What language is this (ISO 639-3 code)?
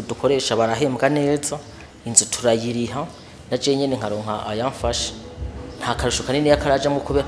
run